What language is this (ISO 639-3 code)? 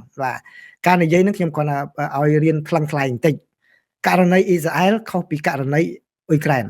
khm